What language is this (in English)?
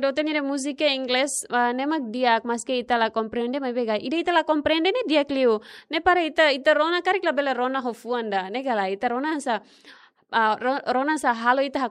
Tetum